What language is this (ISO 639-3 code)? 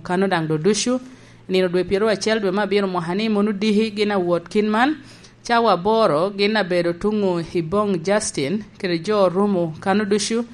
laj